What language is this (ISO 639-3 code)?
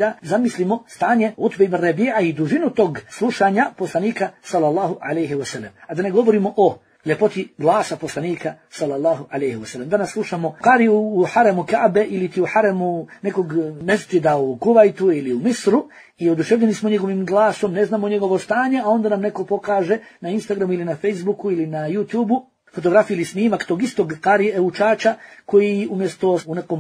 bos